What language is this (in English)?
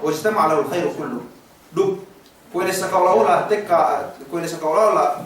Yakan